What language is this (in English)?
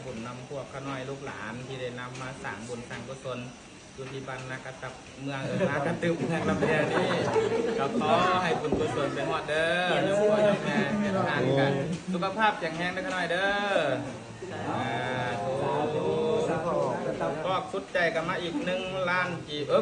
Lao